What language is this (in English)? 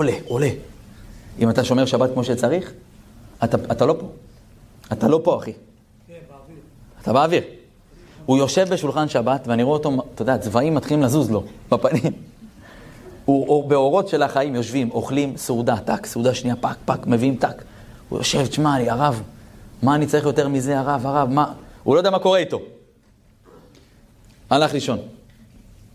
Hebrew